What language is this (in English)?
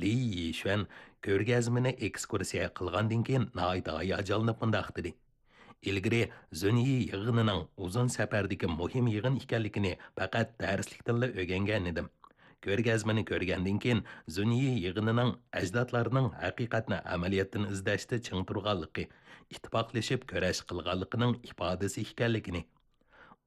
Uyghur